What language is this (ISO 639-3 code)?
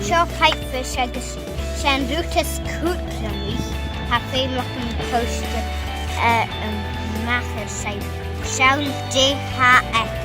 gla